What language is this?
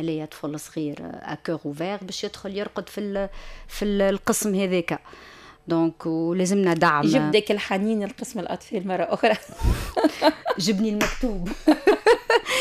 Tunisian Arabic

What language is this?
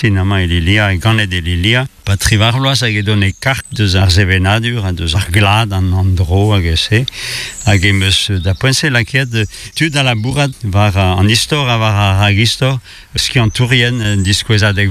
Breton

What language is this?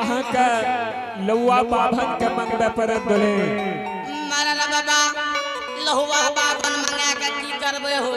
Angika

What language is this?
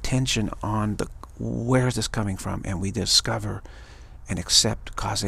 English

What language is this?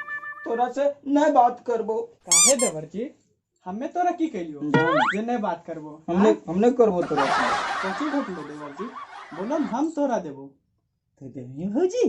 Magahi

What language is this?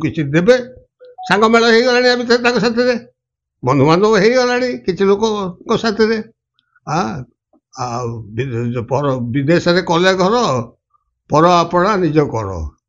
Odia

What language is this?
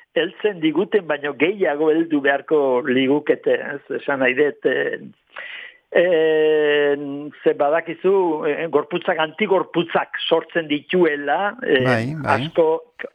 Basque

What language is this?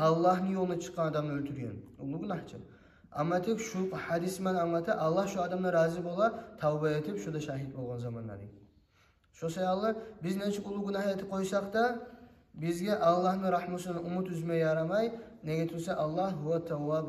Kumyk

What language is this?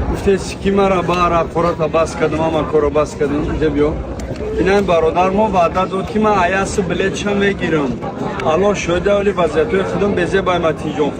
Tajik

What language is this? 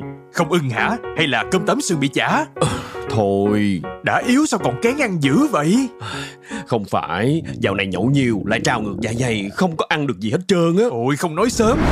Vietnamese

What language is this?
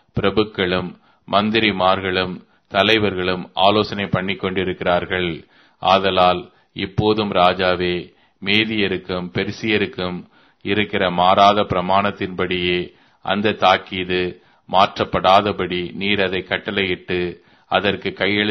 Tamil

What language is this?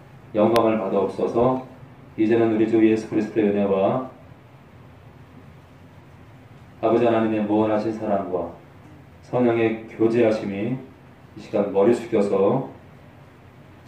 Korean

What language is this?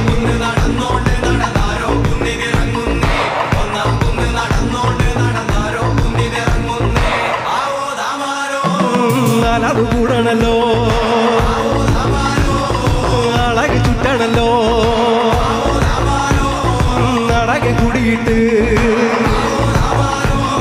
Malayalam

